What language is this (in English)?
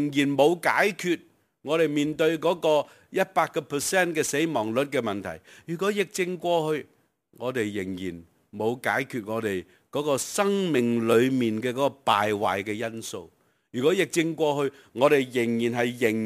Cantonese